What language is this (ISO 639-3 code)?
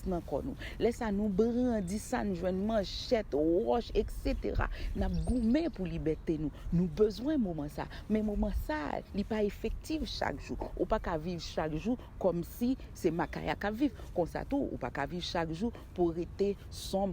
hat